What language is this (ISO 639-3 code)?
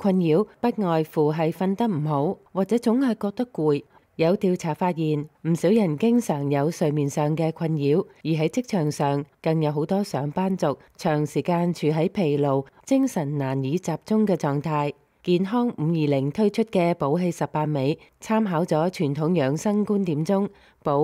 yue